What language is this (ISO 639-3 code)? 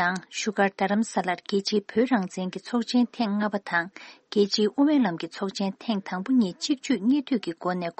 bod